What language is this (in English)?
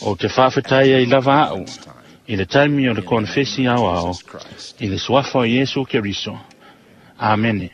Samoan